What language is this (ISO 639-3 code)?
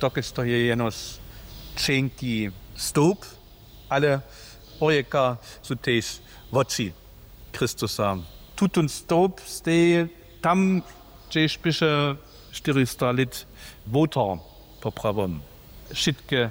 hsb